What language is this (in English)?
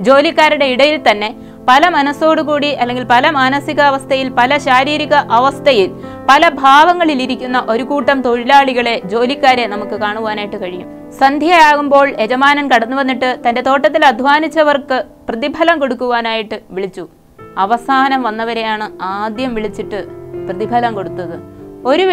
Malayalam